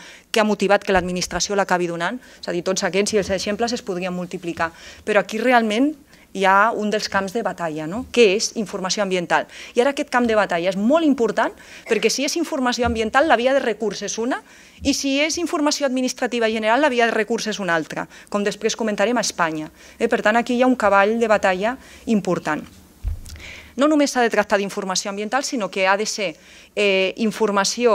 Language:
Catalan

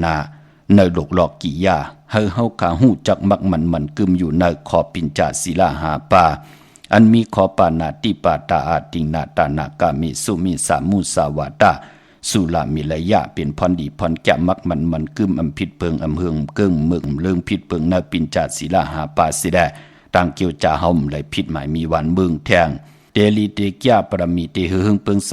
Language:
Shan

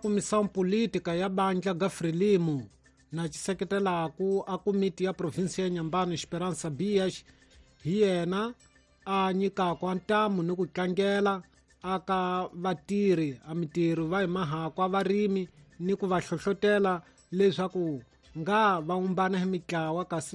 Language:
Tsonga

